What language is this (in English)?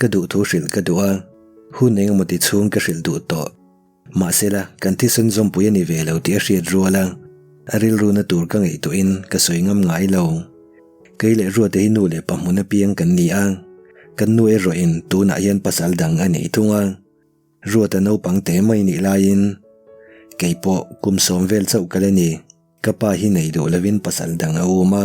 Mizo